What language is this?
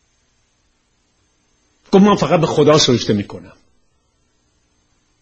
Persian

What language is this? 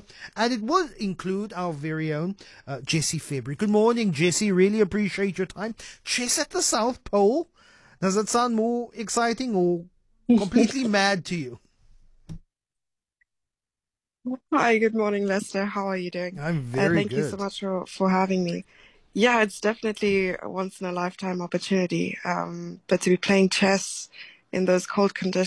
English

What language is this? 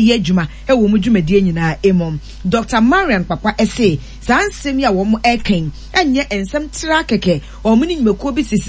Akan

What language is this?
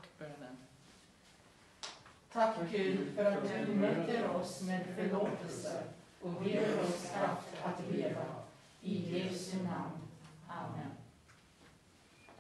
Swedish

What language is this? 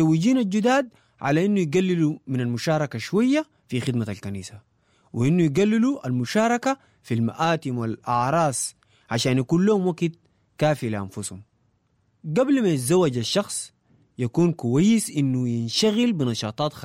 Sudanese Arabic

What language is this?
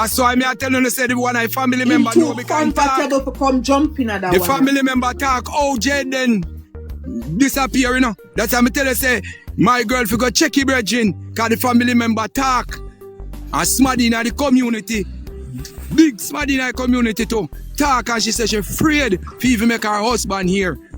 Jamaican Creole English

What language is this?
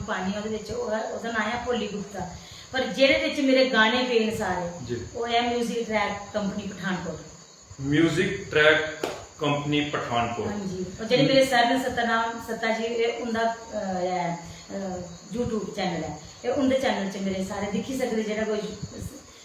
Dogri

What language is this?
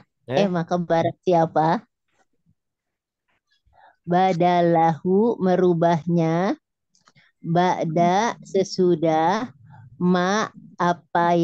Indonesian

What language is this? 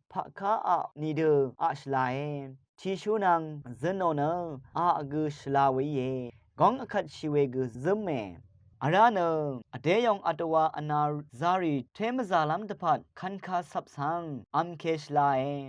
Rawang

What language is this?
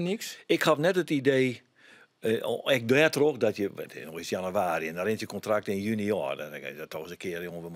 Western Frisian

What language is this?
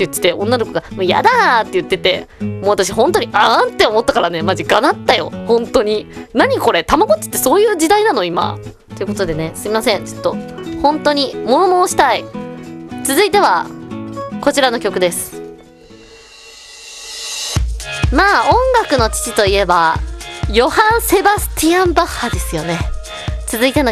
Japanese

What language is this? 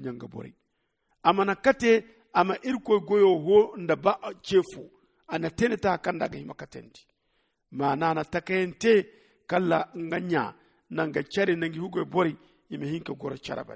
Zarma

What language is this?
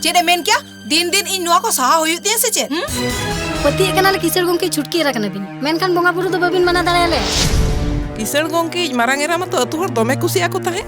Santali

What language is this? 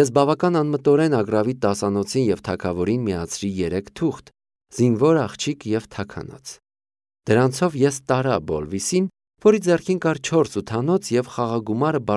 Armenian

